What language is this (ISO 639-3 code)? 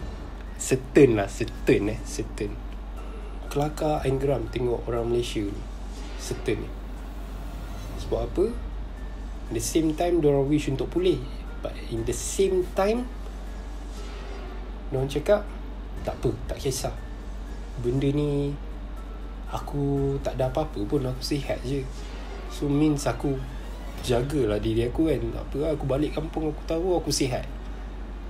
msa